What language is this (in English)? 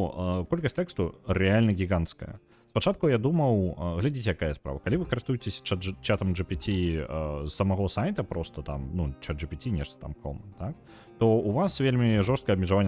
Belarusian